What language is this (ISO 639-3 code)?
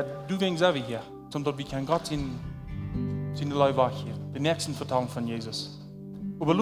pdt